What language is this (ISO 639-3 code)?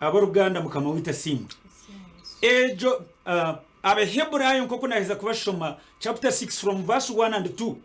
nyn